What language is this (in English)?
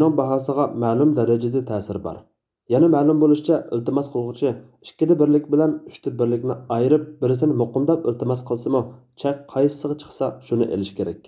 Uyghur